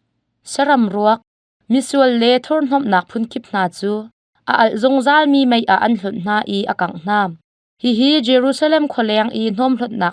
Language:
Hakha Chin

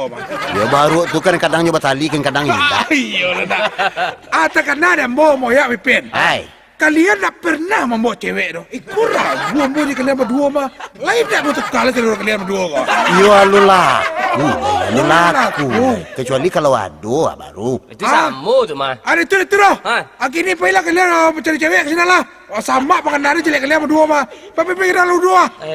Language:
Minangkabau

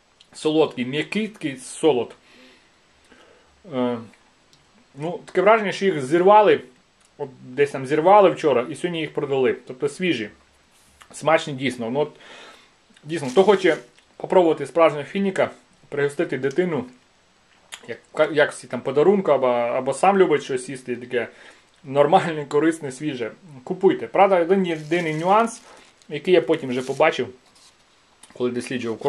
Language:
Ukrainian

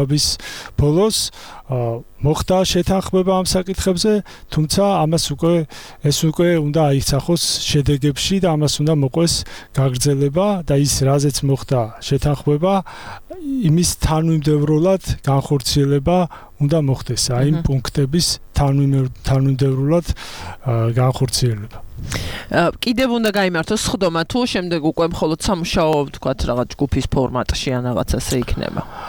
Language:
Georgian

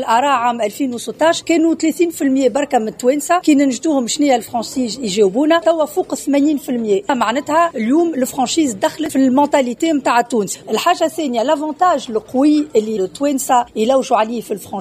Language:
Tunisian Arabic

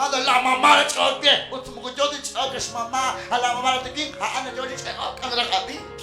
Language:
Kekchí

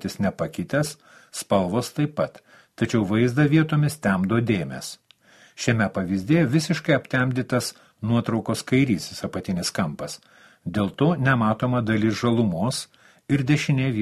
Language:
Lithuanian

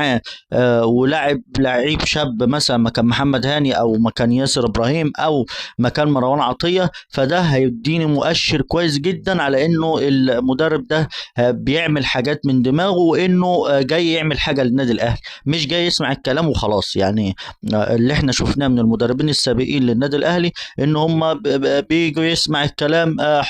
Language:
Egyptian Arabic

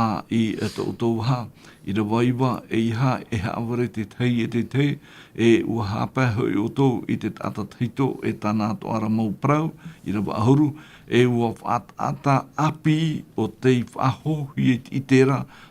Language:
Tahitian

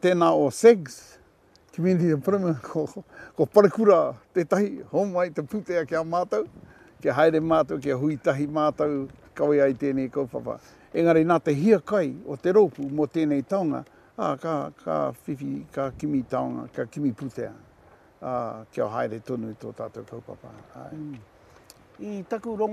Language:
Māori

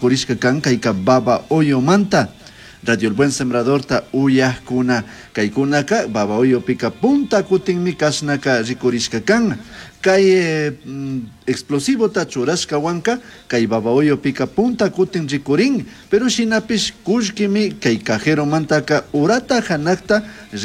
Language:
Chimborazo Highland Quichua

